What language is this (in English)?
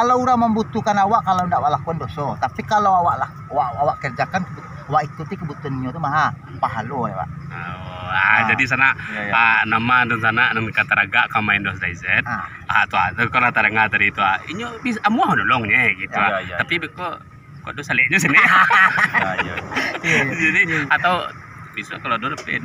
Minangkabau